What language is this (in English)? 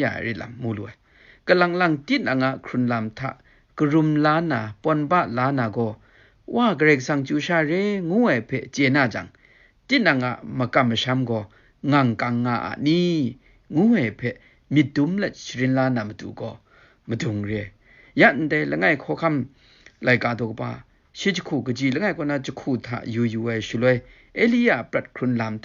Kachin